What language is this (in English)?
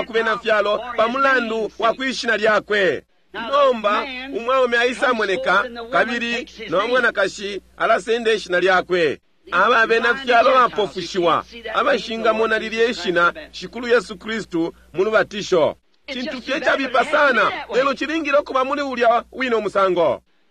Bemba